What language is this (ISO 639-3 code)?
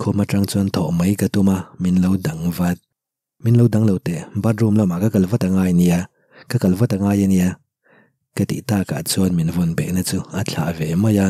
lus